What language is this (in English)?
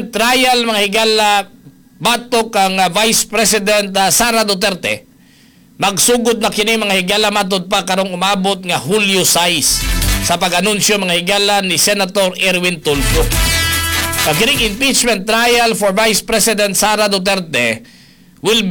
Cebuano